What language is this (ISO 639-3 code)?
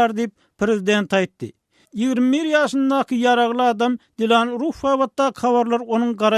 tuk